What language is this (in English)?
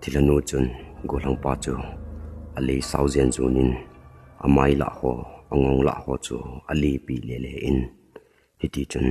Thado Chin